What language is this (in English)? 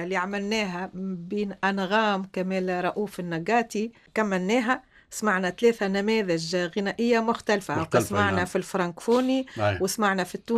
Tunisian Arabic